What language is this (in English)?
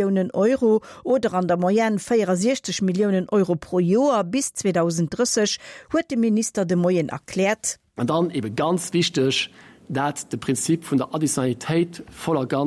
Luxembourgish